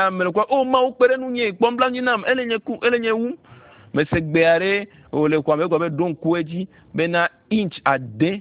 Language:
Ewe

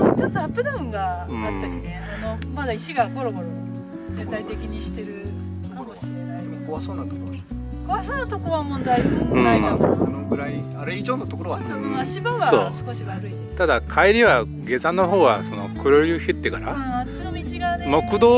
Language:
Japanese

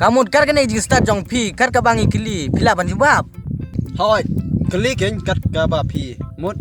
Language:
Khasi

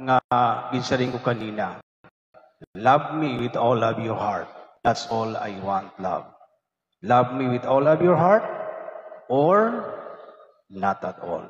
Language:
Waray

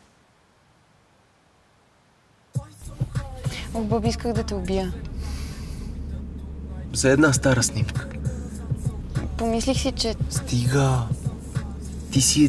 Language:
Bulgarian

